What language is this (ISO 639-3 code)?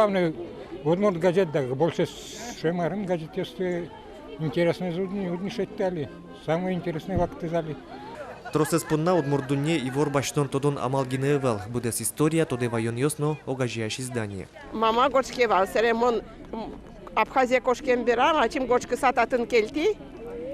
udm